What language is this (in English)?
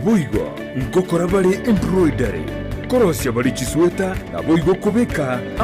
Gusii